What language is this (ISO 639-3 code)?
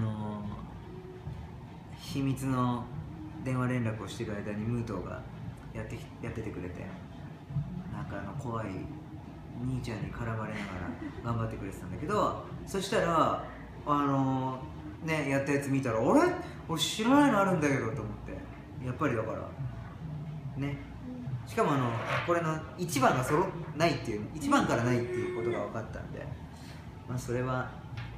jpn